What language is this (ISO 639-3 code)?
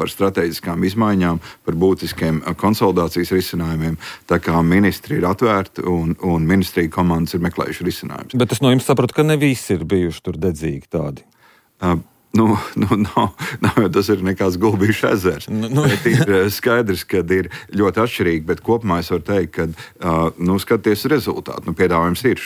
lav